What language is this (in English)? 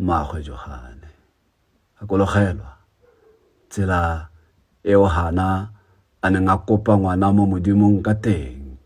Tswana